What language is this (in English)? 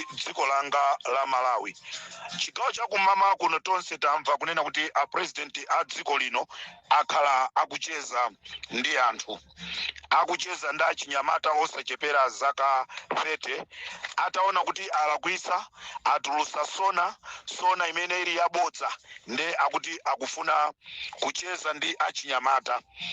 Nyanja